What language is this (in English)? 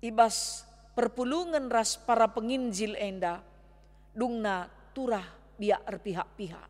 Batak Karo